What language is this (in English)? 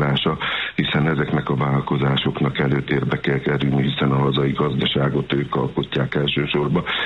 Hungarian